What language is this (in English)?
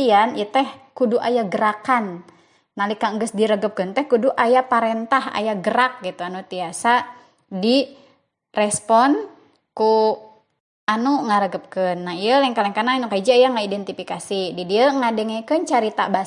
Sundanese